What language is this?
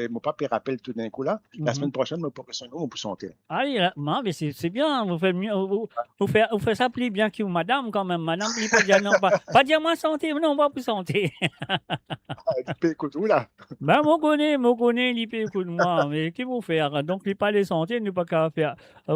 Morisyen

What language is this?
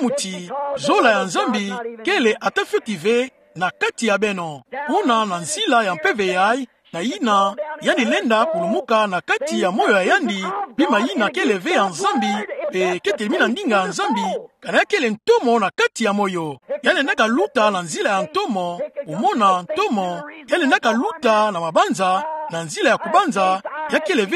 Kituba (Democratic Republic of Congo)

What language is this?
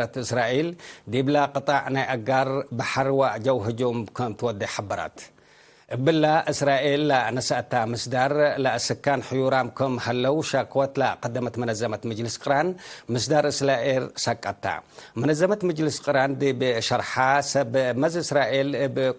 Tigre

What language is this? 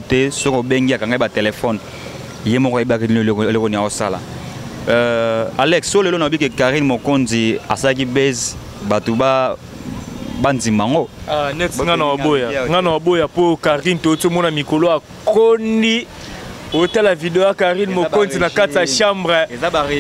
Lingala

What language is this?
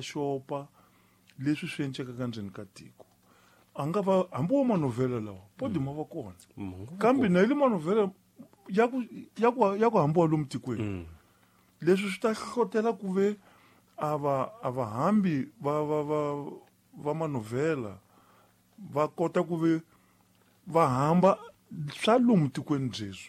Tsonga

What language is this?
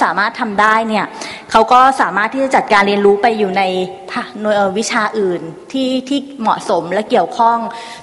Thai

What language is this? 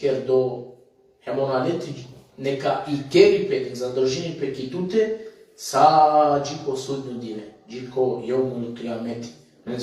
Balkan Romani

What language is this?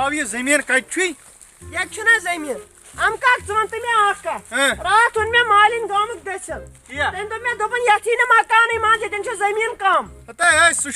Kashmiri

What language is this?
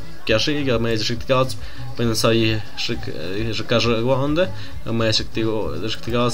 Tlahuitoltepec Mixe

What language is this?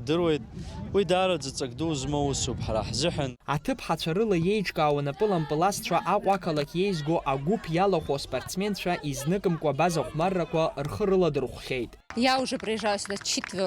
Abkhazian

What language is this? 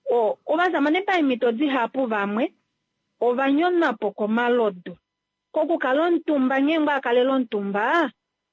Kuanyama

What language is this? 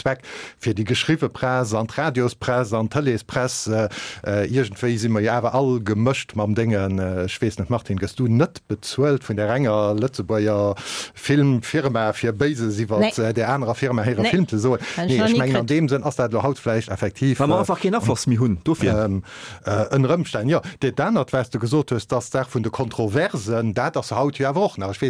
Luxembourgish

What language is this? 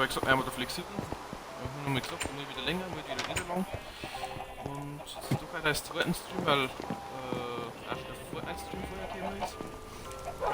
Bavarian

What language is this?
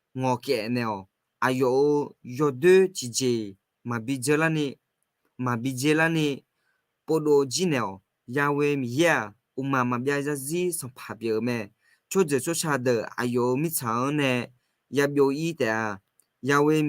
Akha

